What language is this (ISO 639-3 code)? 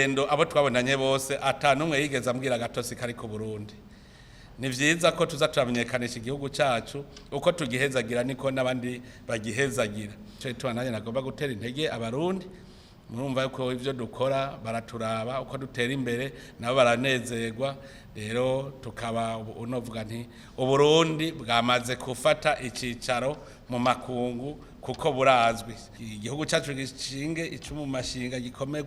run